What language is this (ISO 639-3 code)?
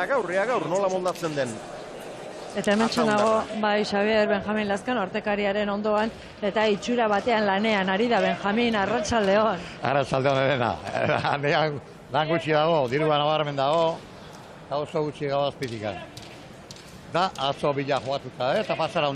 eus